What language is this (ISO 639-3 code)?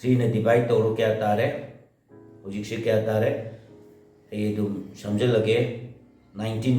mni